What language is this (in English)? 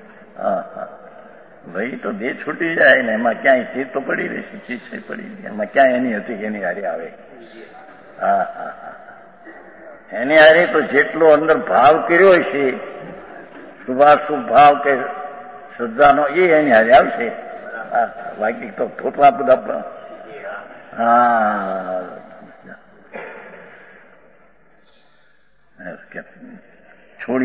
Gujarati